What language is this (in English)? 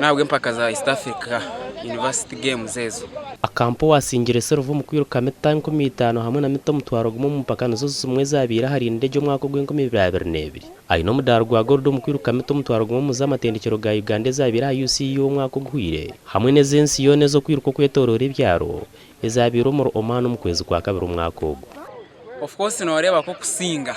Nyankole